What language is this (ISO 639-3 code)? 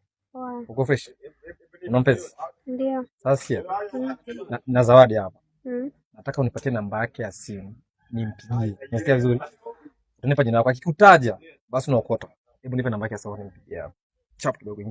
swa